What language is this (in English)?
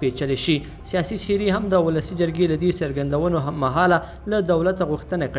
Pashto